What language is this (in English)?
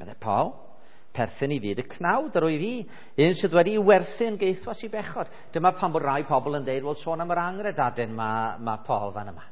Welsh